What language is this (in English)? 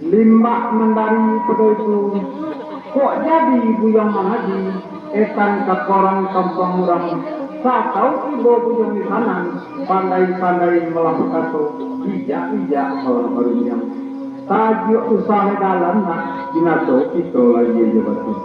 Minangkabau